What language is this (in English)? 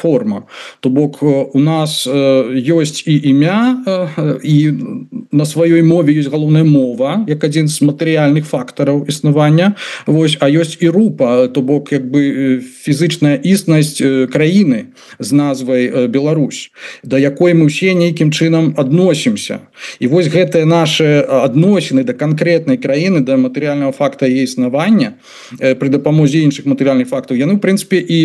Belarusian